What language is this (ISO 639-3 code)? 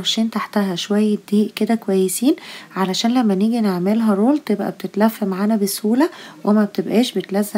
arz